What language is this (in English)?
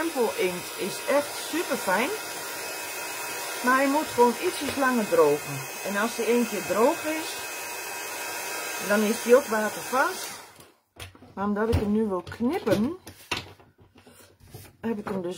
Dutch